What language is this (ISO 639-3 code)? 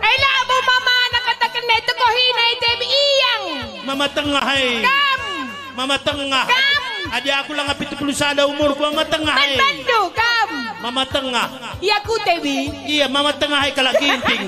btx